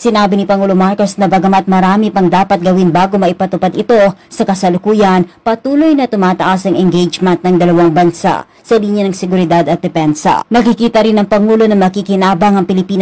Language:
Filipino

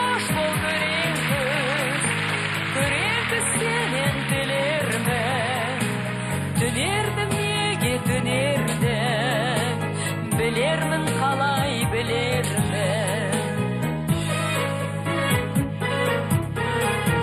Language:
Kazakh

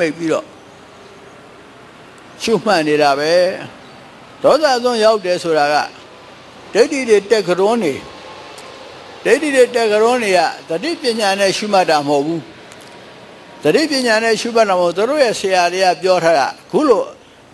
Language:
Burmese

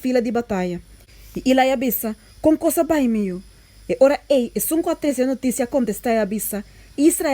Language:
Papiamento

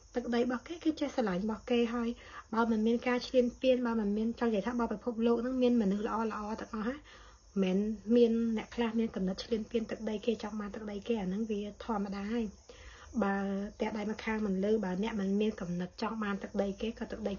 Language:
Khmer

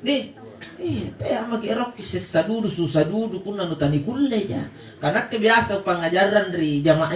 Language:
Makasar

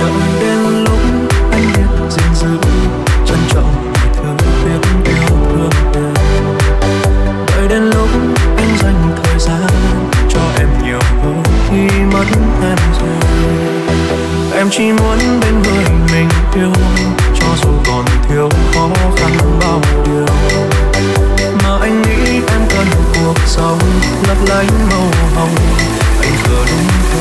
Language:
Vietnamese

